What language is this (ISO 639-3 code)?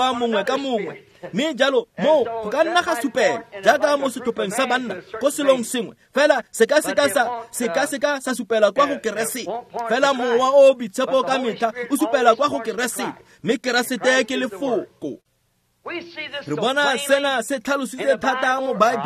tsn